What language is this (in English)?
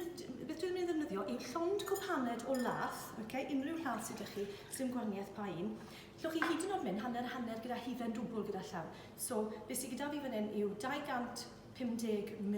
Welsh